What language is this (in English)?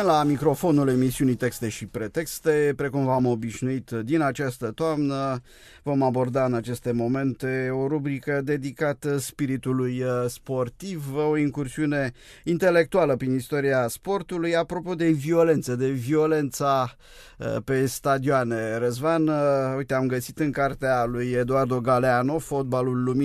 Romanian